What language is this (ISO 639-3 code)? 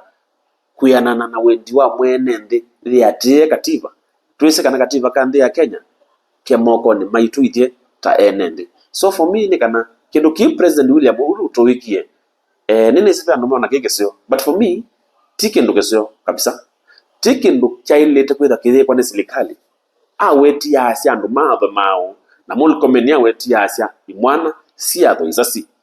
kam